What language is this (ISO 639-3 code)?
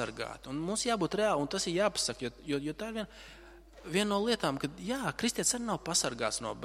lav